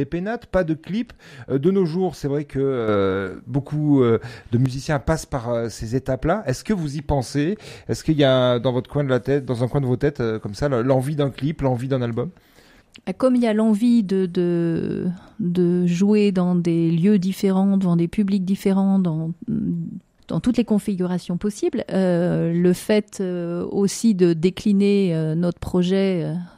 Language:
French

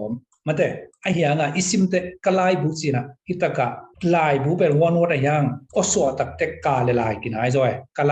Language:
Tedim Chin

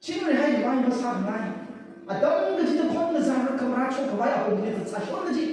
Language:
Tangkhul Naga (India)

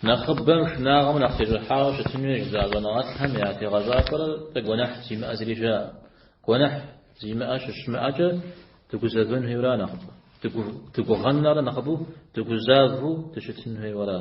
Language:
Kabardian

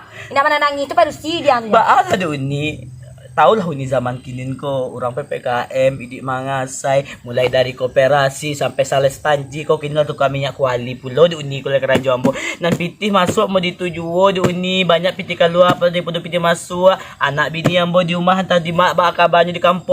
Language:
Minangkabau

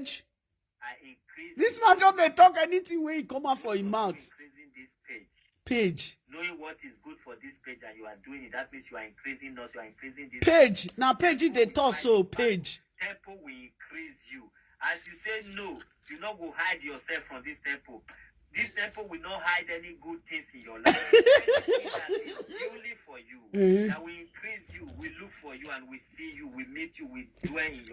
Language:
Nigerian Pidgin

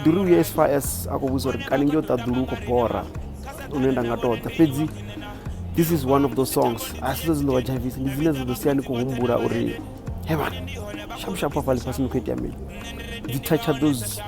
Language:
Venda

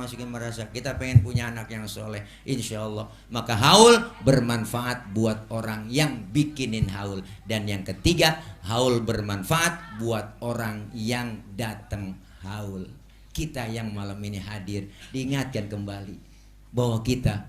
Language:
Betawi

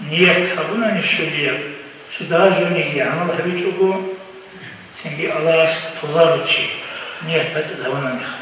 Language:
Avaric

